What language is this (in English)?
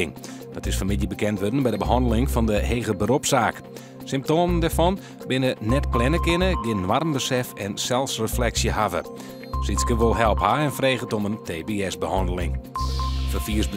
Western Frisian